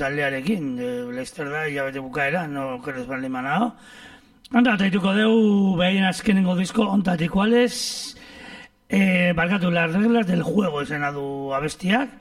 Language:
Basque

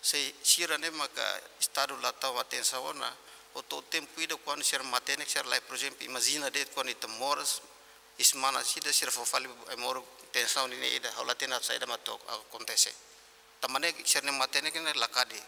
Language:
Tetum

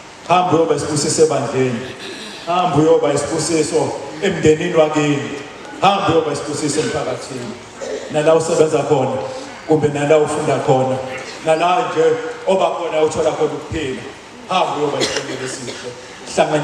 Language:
Zulu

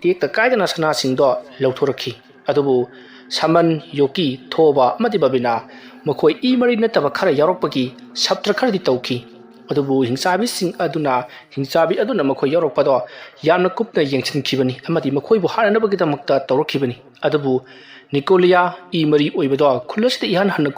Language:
Manipuri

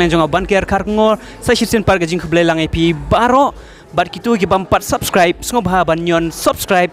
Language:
Khasi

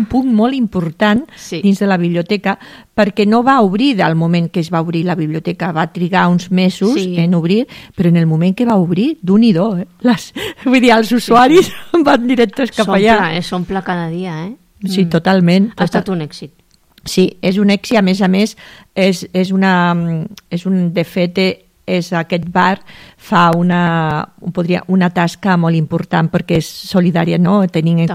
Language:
Catalan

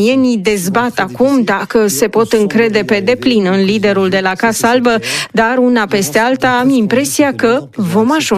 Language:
Romanian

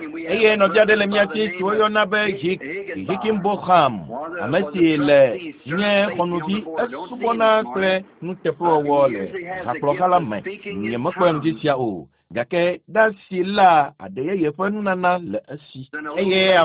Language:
Ewe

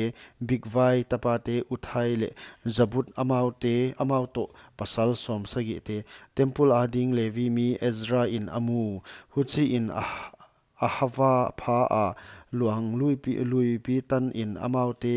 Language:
Paite Chin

